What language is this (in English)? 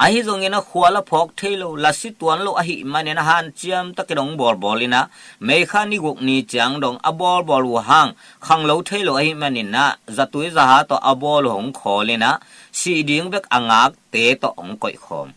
Tedim Chin